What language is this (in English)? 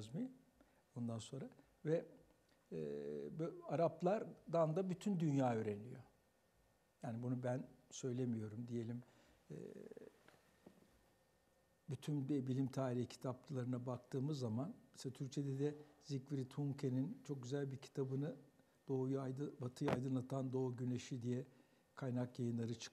Turkish